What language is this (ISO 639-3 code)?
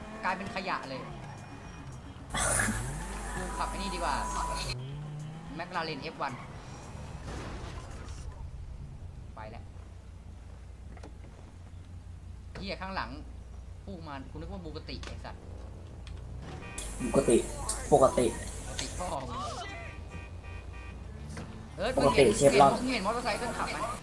tha